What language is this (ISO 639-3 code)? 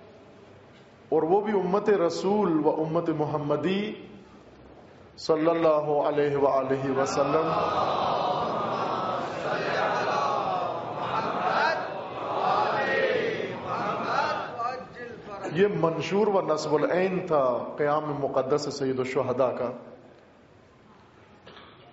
urd